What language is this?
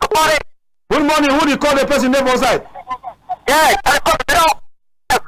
Cameroon Pidgin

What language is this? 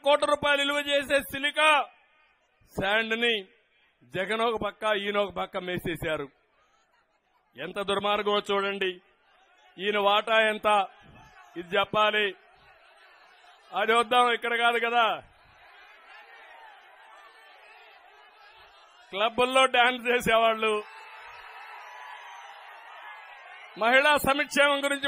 Telugu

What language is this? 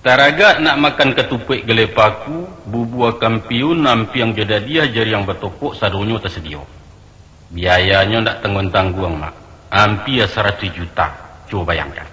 Minangkabau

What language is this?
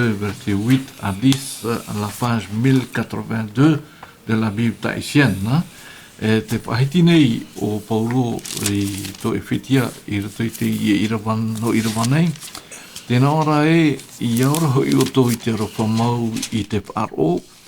Tahitian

